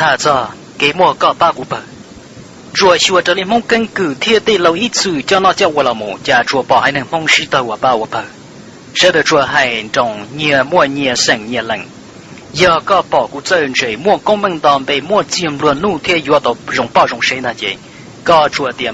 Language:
Hmong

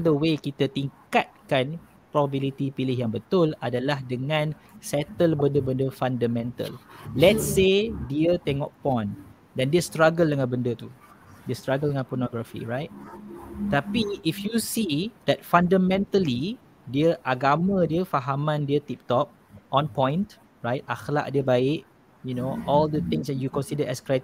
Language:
Malay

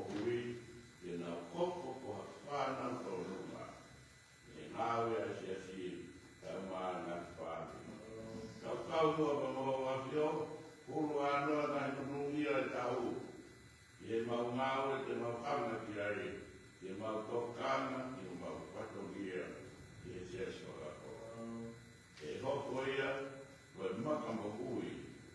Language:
Tongan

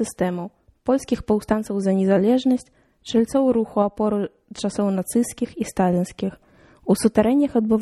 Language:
Belarusian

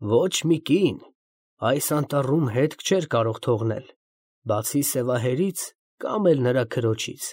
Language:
Armenian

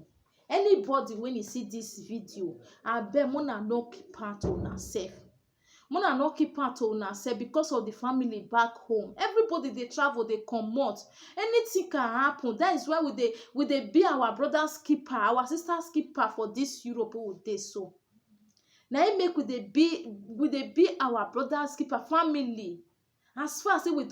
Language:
Nigerian Pidgin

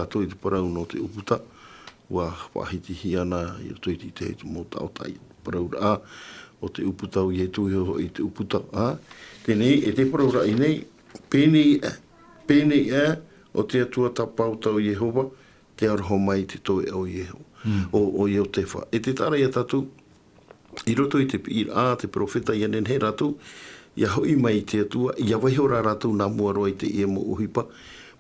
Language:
Tahitian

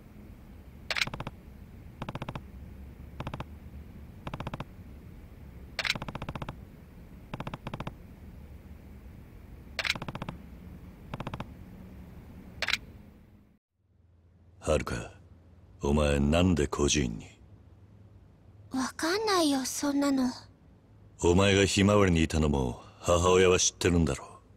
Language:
Japanese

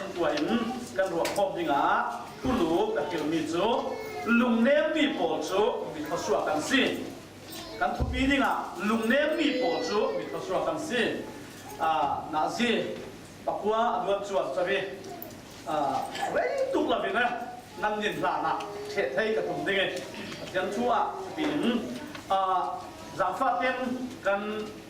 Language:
Falam Chin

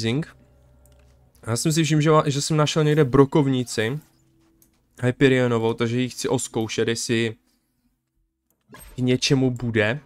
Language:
Czech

